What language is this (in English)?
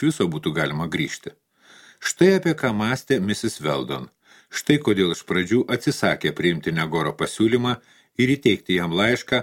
Lithuanian